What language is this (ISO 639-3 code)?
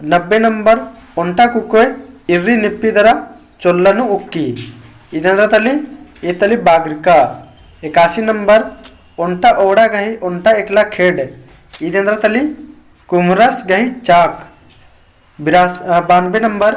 kru